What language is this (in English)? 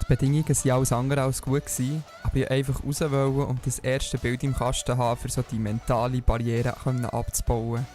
Swiss German